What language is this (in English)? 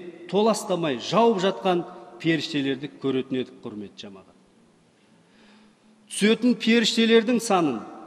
Kazakh